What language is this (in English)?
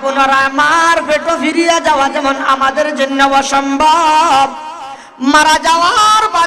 Sylheti